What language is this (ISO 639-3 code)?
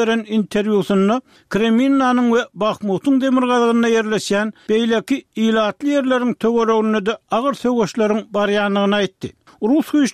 tuk